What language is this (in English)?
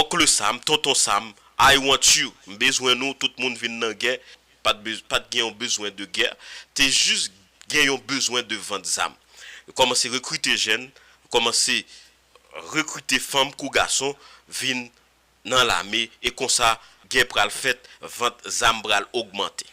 Haitian Creole